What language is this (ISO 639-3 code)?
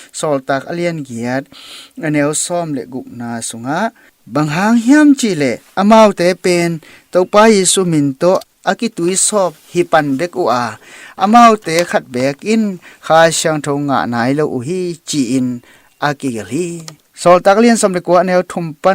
ctd